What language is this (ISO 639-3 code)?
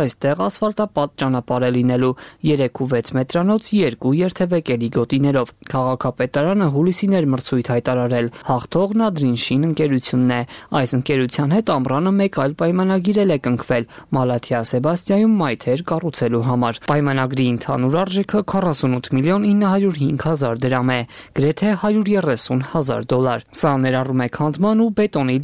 hye